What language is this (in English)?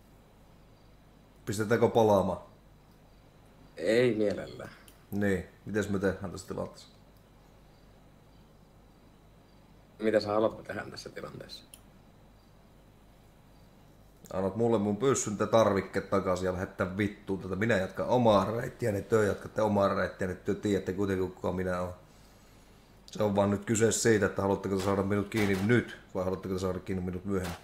Finnish